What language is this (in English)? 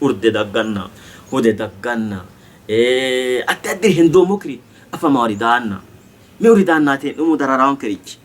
Sidamo